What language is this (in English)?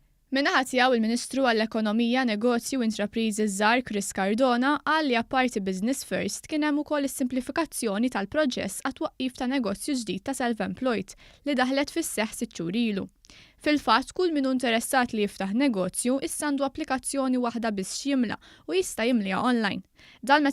Maltese